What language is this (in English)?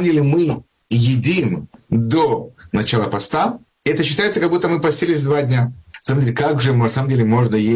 Russian